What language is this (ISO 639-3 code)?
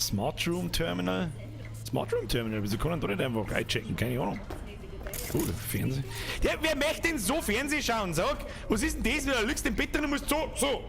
bar